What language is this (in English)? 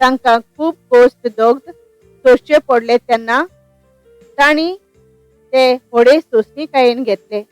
Konkani